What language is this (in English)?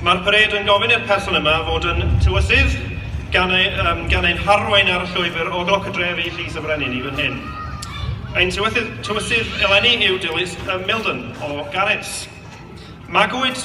Welsh